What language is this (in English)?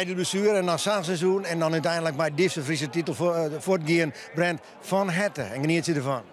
Western Frisian